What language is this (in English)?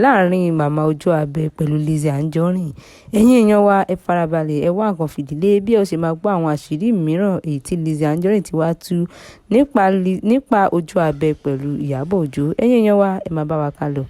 Yoruba